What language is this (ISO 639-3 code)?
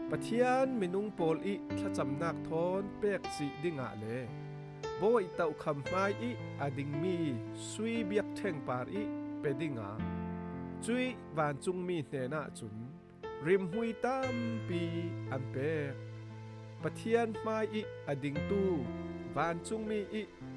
cfm